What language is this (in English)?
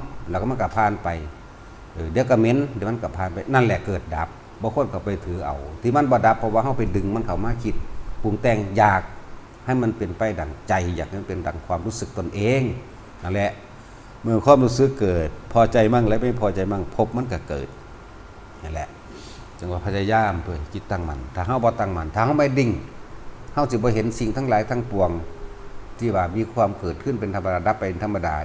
Northeastern Thai